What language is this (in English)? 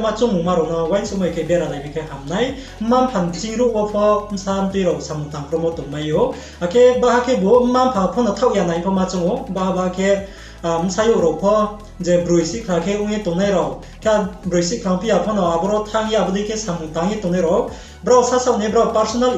Riang (India)